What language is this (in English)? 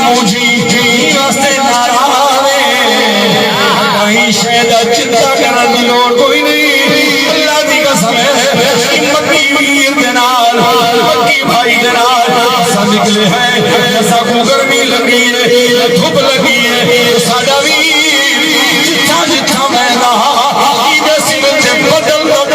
Saraiki